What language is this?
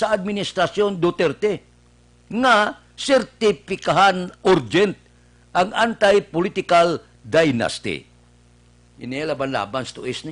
Hiligaynon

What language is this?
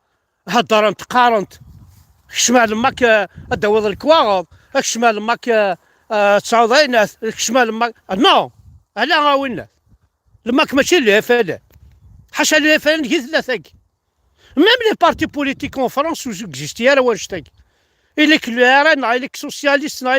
Kabyle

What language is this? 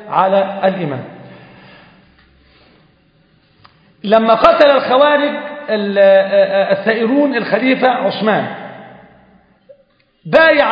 Arabic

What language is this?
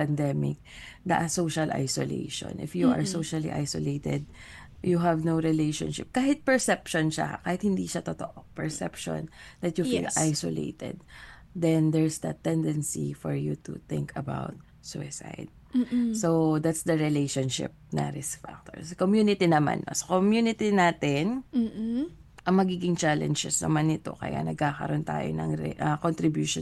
Filipino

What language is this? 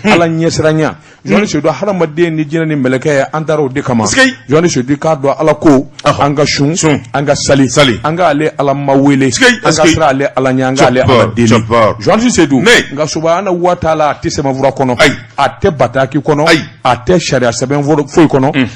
Bambara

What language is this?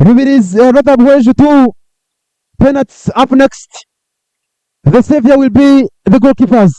Nyankole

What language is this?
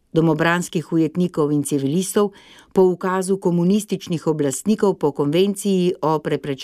Slovenian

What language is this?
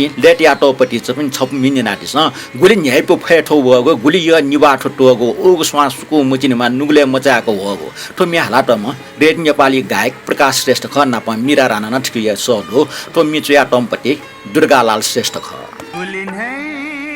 Newari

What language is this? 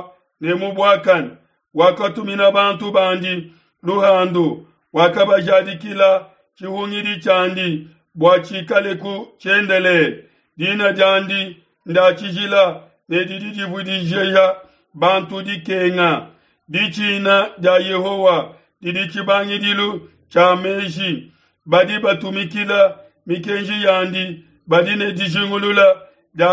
Luba-Lulua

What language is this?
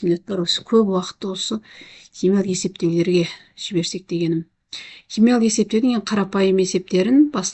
Kazakh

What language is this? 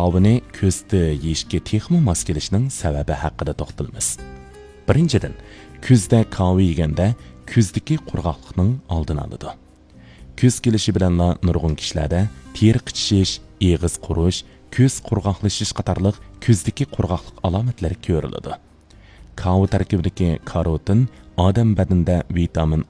Uyghur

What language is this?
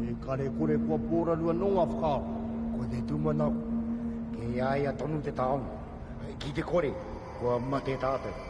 Māori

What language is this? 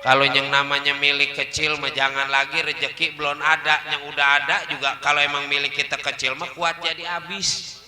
Betawi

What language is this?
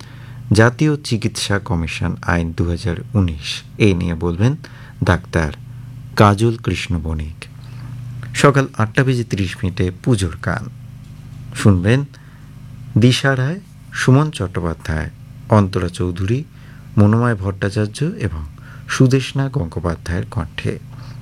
Bangla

